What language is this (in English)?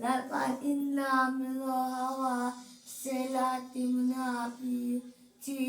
Mizo